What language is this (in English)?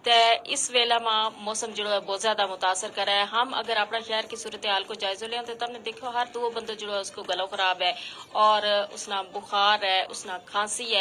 Gujari